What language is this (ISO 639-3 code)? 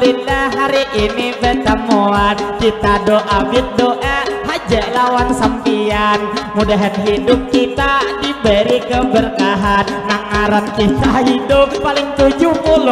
bjn